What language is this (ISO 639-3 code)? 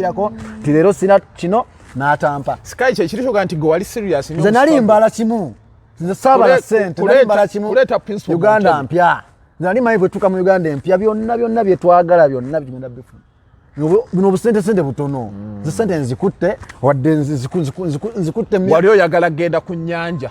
lug